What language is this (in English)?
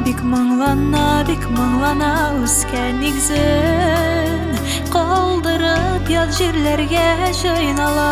Tatar